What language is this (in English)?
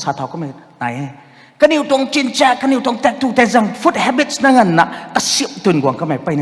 Rongmei Naga